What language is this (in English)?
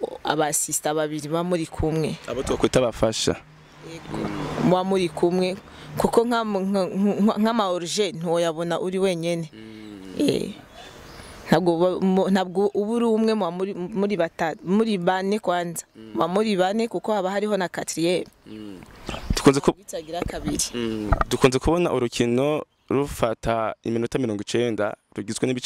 Rundi